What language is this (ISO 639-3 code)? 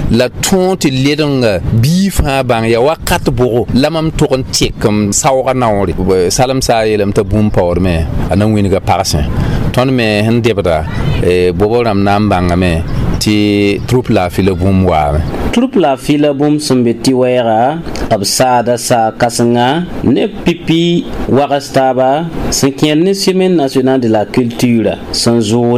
mos